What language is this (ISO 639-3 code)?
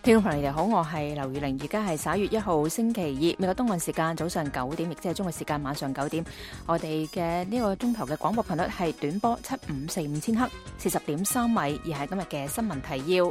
yue